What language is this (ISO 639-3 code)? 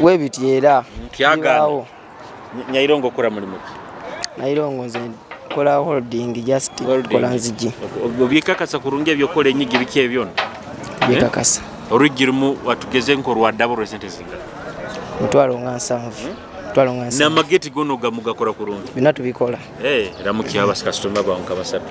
nyo